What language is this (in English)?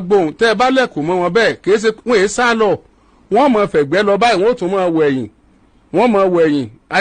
Yoruba